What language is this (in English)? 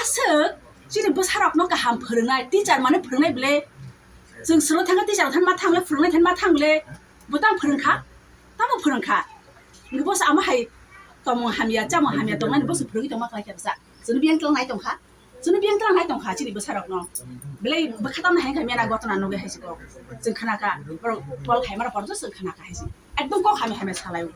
Kok Borok